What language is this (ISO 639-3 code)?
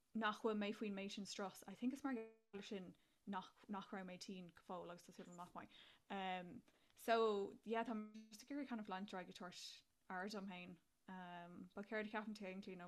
gle